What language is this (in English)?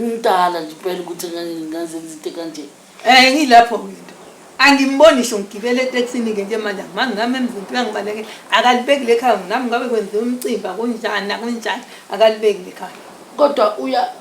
Zulu